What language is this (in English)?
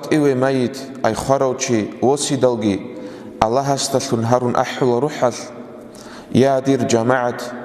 Avaric